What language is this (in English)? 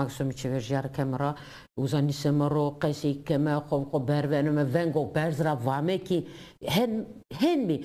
Zaza